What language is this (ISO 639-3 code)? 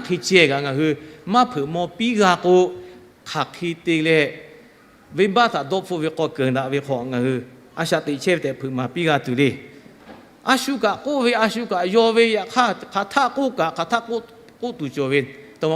lhu